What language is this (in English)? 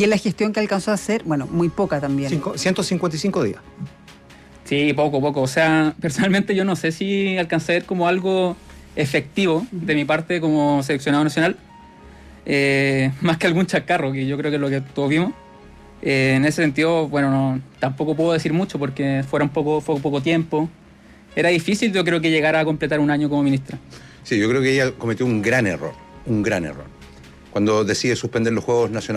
Spanish